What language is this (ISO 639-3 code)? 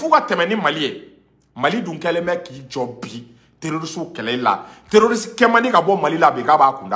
bam